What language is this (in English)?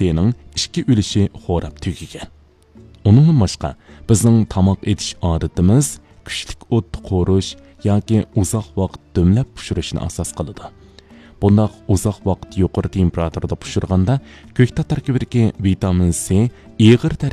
Uyghur